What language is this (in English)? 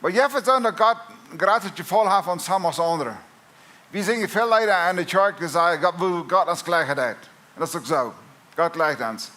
Plautdietsch